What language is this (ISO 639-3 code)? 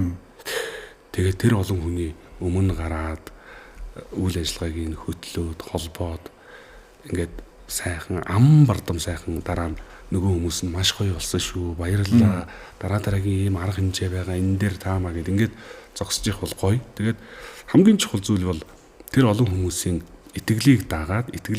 mon